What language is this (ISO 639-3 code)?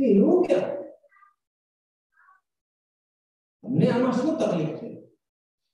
guj